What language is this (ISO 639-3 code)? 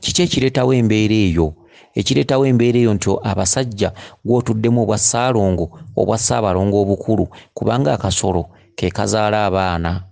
lug